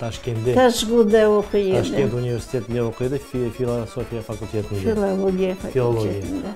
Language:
Crimean Tatar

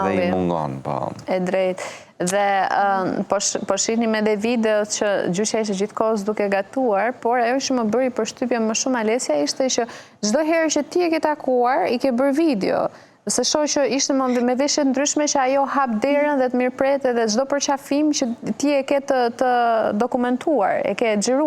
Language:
Albanian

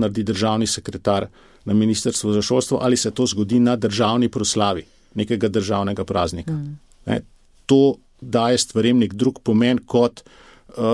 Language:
Slovenian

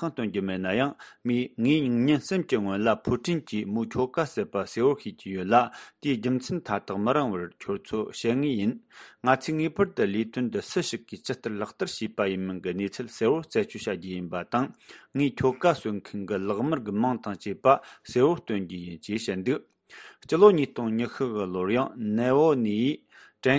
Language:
Tibetan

